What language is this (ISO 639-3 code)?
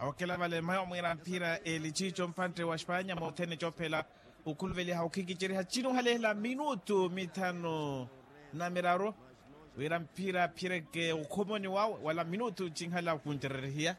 vmw